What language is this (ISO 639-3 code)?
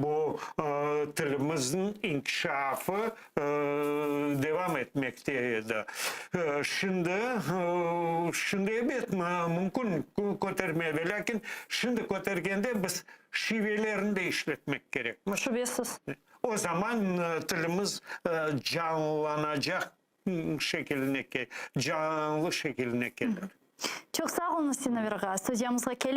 crh